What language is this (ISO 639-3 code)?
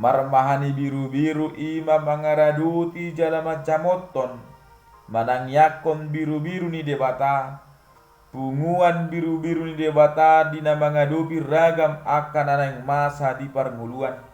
bbc